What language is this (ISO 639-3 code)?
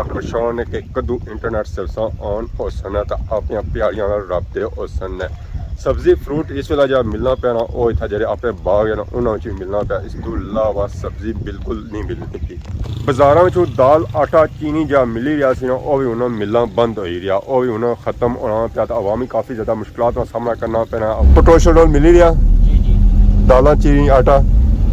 phr